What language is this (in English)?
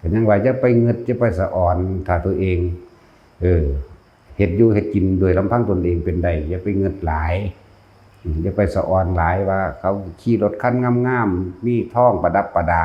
Lao